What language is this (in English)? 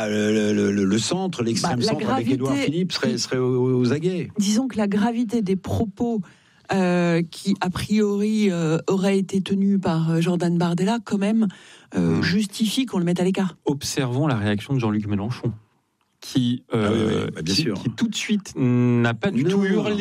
French